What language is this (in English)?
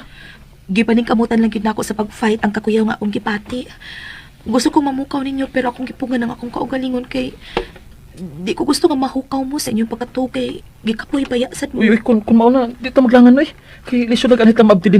Cebuano